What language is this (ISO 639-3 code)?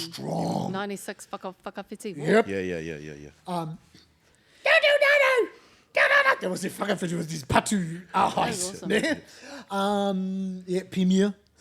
mri